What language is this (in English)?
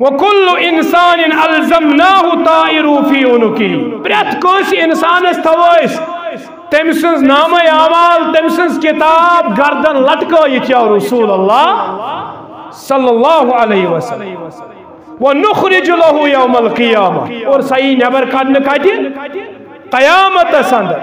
Kashmiri